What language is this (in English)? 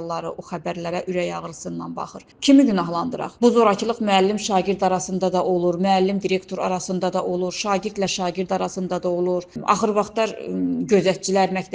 Azerbaijani